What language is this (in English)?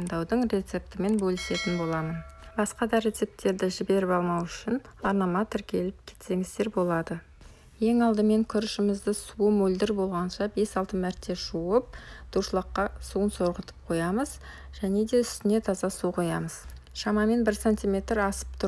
Kazakh